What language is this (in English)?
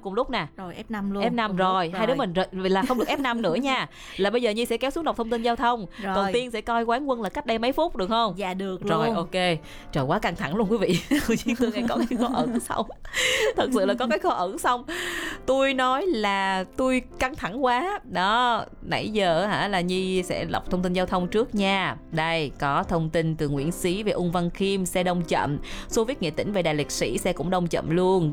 Vietnamese